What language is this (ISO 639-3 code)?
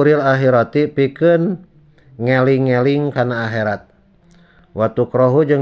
sun